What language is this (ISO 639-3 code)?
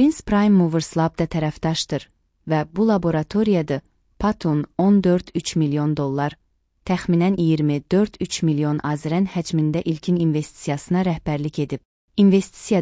aze